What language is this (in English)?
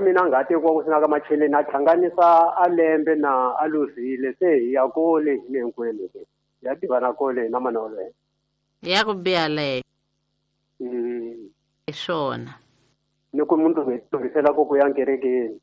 Tsonga